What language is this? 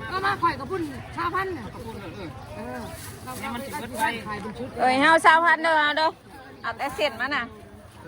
Northeastern Thai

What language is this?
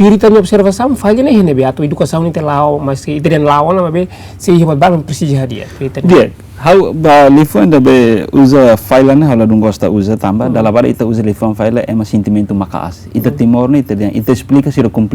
Tetum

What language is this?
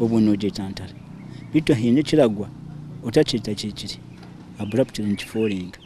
Nyankole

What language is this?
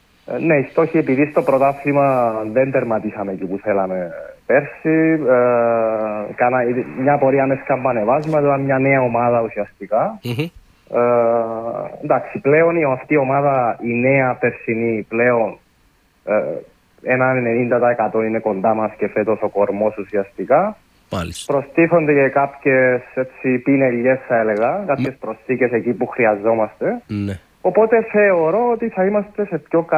Greek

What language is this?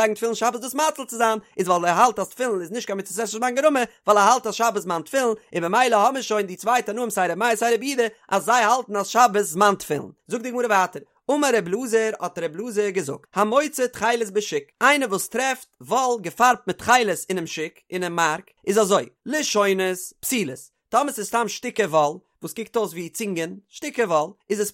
Yiddish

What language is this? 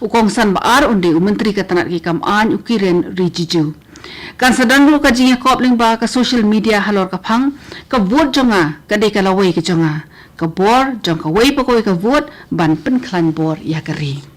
Khasi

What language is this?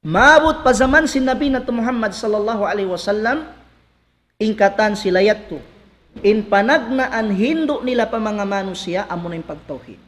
Tausug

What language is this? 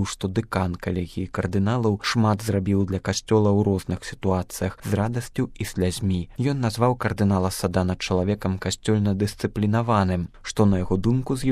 Belarusian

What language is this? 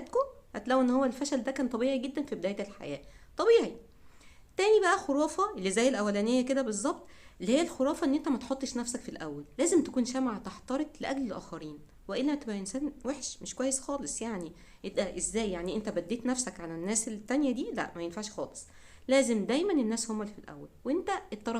Egyptian Arabic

